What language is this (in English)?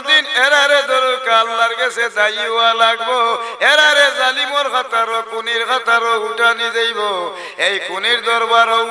Sylheti